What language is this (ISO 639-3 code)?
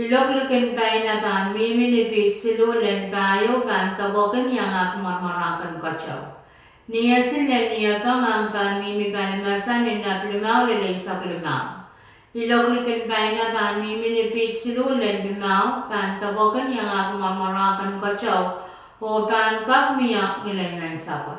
pon